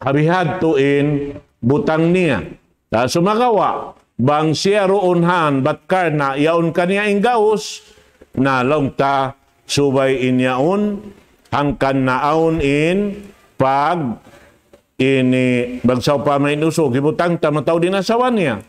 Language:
Tausug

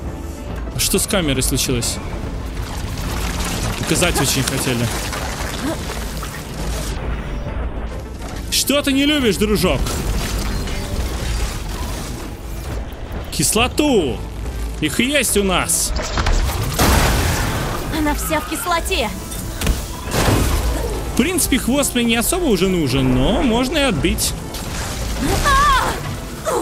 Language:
Russian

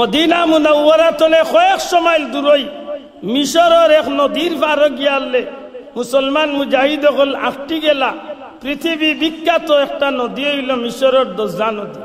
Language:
Sylheti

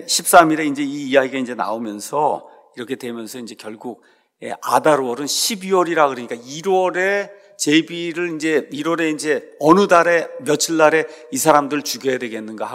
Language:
Korean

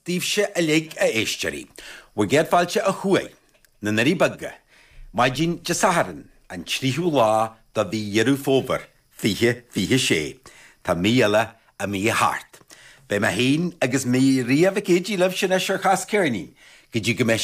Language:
Irish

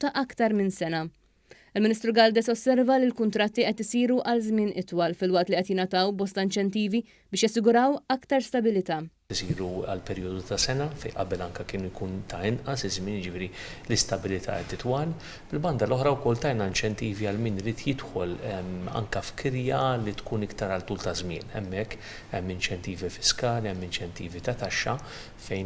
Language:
Maltese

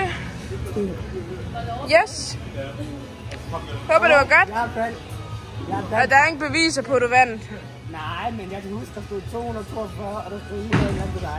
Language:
Danish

